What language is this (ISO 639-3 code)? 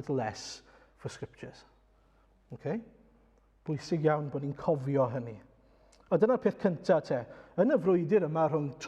cym